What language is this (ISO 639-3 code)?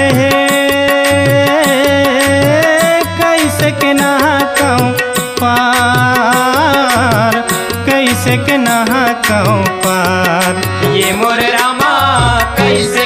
hne